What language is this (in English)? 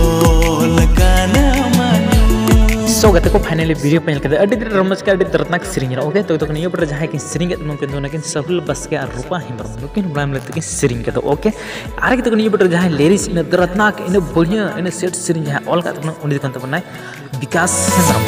Santali